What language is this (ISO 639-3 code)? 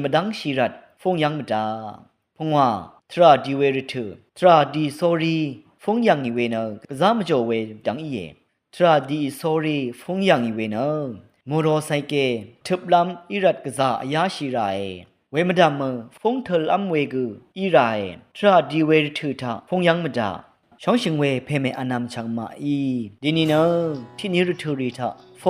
raw